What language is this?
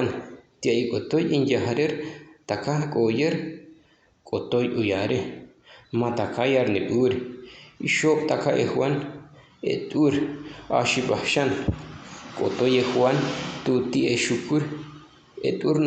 Chortí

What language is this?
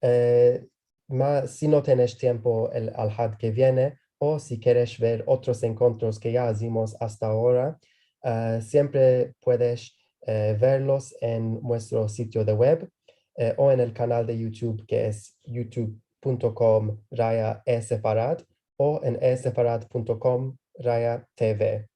Ladino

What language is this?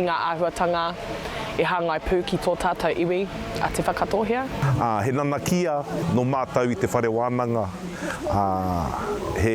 Māori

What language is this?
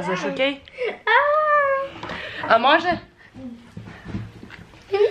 Croatian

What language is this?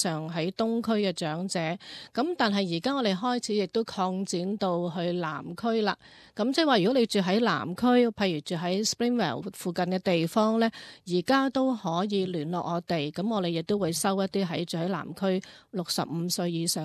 Cantonese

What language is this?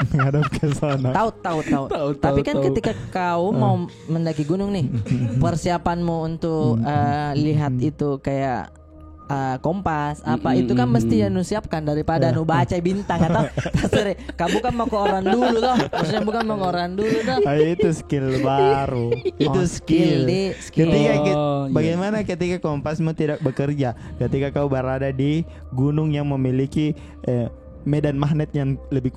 Makassar Malay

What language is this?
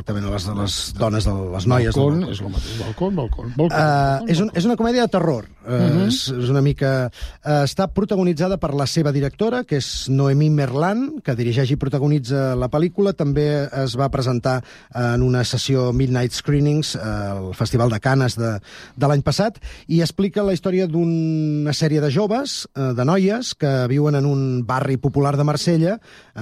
Catalan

